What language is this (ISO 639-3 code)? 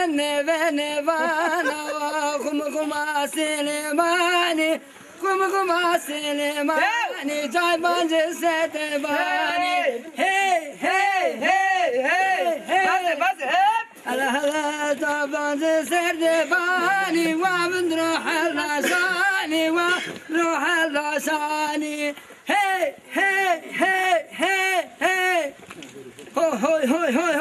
zza